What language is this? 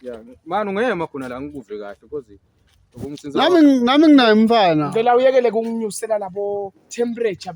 Zulu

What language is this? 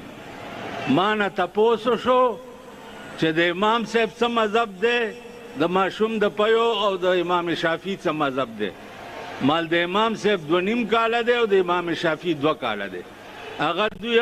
Pashto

